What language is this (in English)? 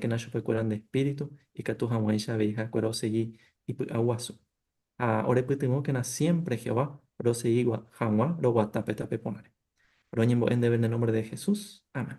Guarani